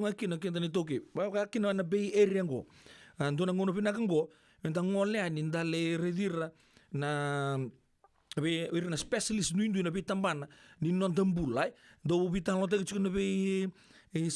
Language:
Fijian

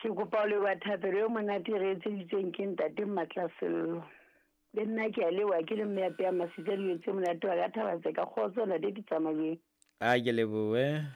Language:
Southern Sotho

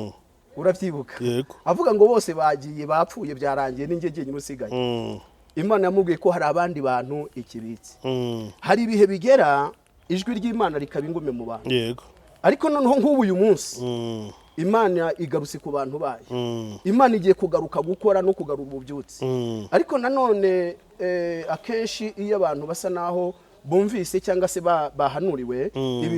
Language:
Kinyarwanda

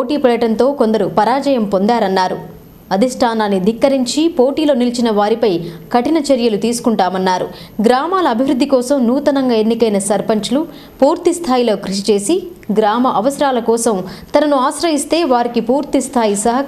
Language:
Telugu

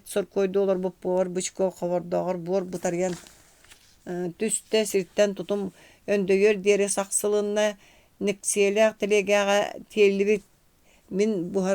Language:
Yakut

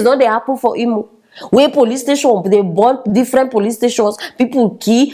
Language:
Nigerian Pidgin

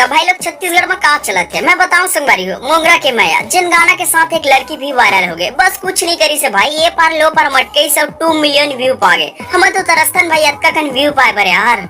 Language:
Chhattisgarhi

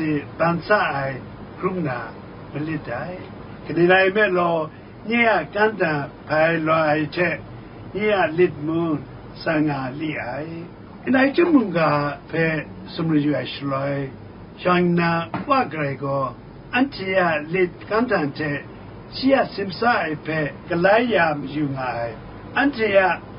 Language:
Kachin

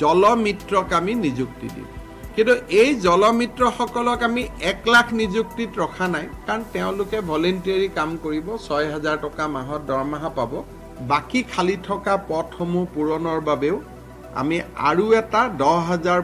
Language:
Assamese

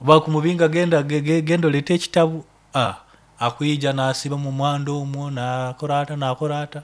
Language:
Nyoro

